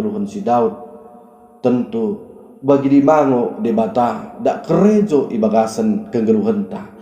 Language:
Batak Dairi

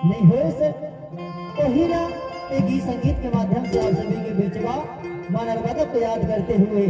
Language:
Chhattisgarhi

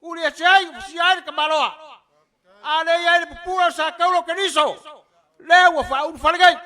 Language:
Samoan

